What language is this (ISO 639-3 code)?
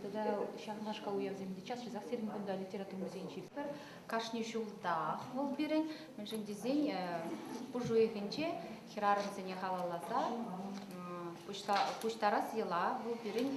chv